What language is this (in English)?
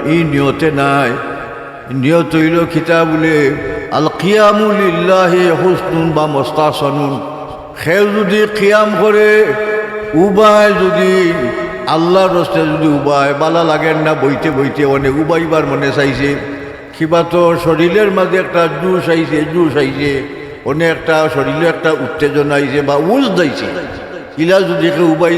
Sylheti